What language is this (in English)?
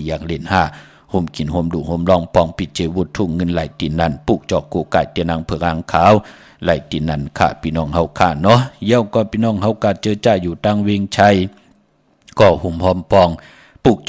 Shan